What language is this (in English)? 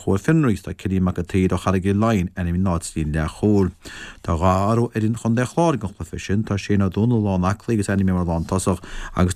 Irish